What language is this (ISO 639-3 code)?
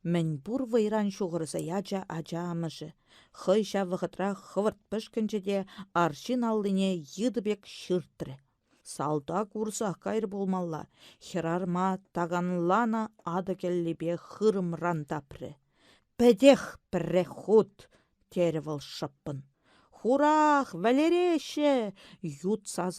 chv